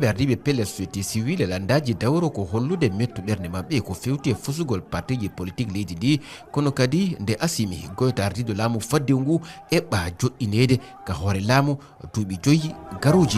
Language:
Fula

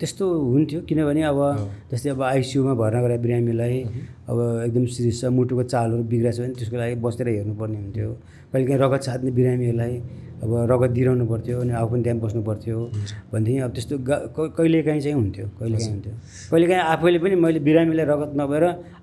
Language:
Nepali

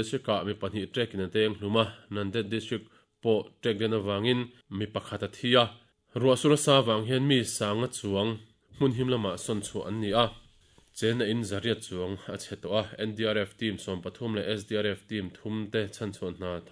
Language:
Mizo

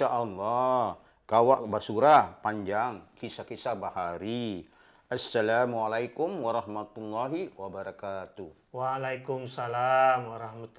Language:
Banjar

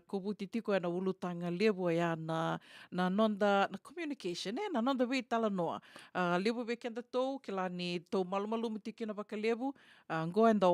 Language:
Fijian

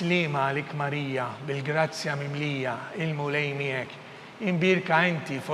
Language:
Maltese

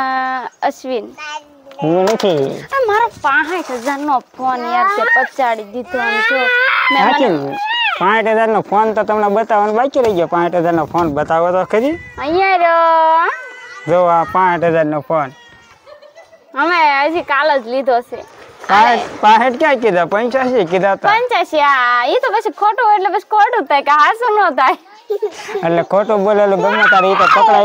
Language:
Gujarati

